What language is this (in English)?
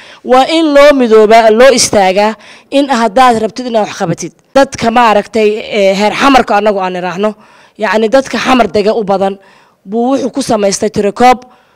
Somali